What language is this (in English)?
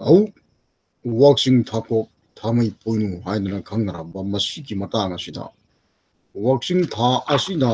Manipuri